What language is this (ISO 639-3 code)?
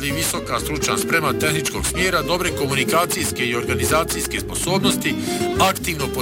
bos